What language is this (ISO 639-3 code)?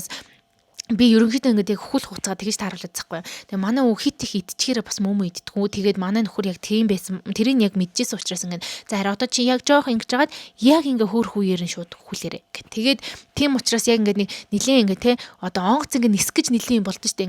mon